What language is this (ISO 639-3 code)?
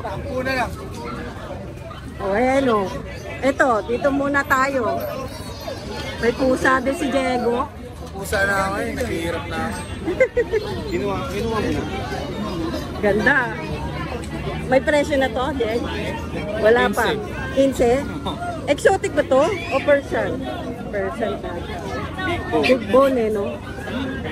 fil